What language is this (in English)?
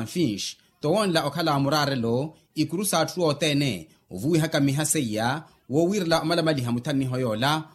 Makhuwa